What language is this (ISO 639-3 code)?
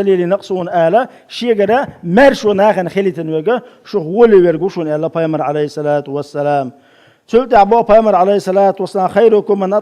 che